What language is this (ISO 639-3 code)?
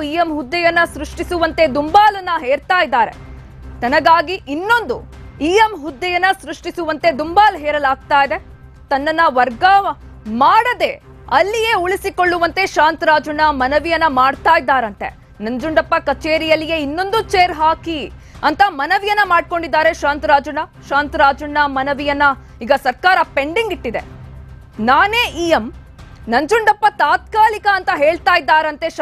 kan